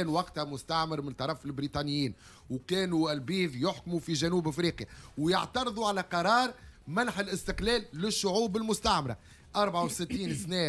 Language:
Tunisian Arabic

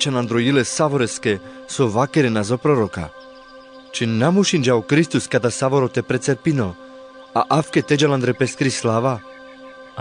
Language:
Carpathian Romani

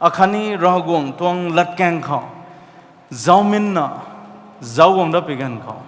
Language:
Rongmei Naga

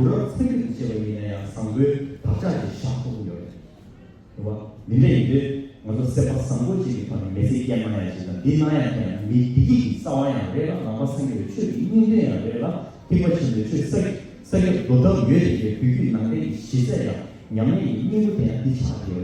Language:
Tibetan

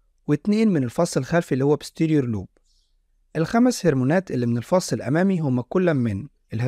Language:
Egyptian Arabic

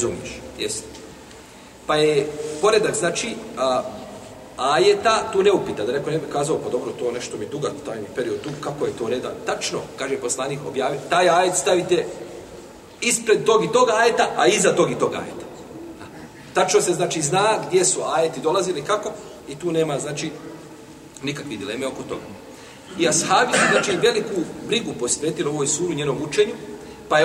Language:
Bosnian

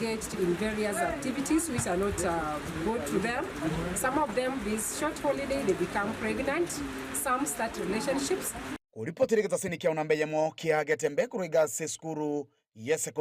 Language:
Gusii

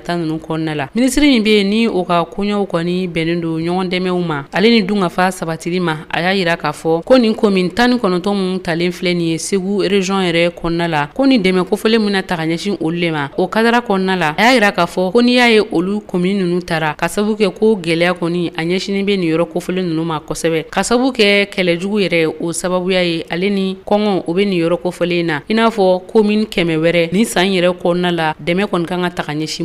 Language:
Bambara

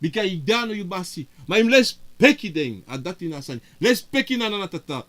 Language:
Sranan Tongo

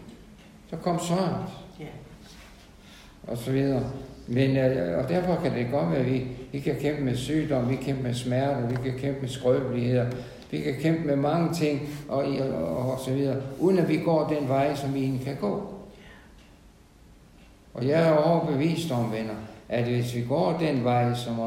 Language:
Danish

